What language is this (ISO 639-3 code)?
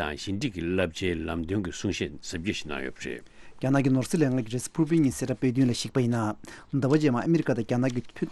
bod